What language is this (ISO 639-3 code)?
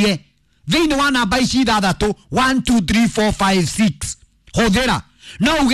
kik